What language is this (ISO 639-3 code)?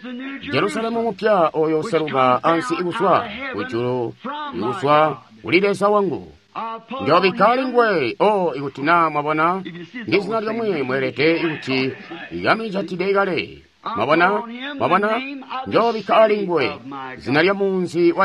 toi